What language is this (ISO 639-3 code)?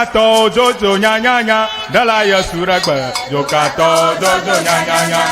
ewe